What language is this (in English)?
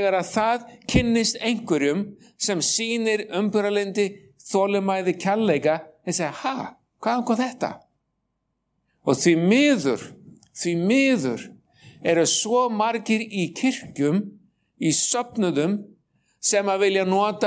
Icelandic